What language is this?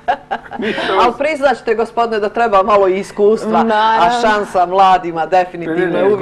Serbian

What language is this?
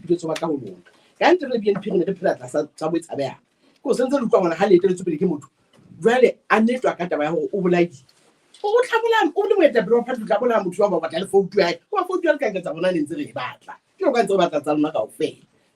Southern Sotho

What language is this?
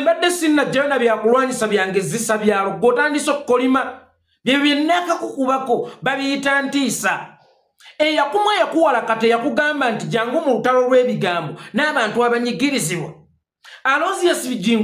Ganda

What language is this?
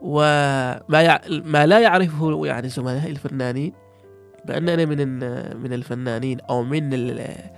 Gulf Arabic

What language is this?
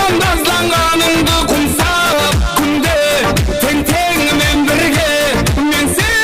Kara-Kalpak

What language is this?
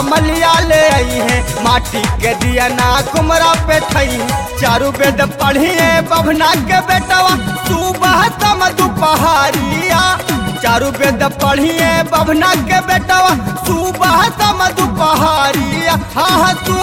Bhojpuri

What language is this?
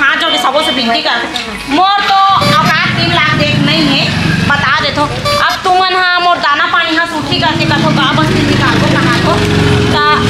Chhattisgarhi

